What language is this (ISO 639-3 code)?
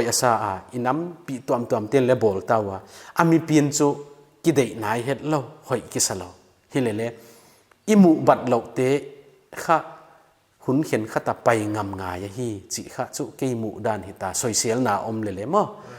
pck